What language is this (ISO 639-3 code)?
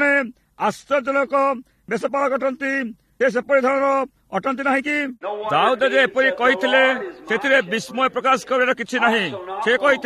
ori